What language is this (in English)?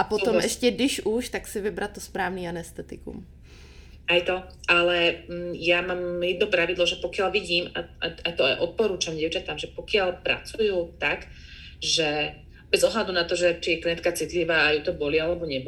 Slovak